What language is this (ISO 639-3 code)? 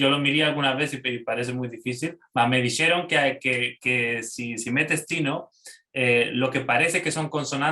lad